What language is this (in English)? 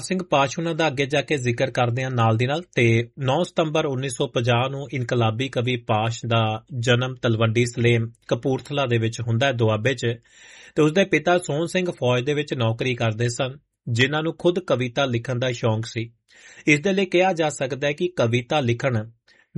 Punjabi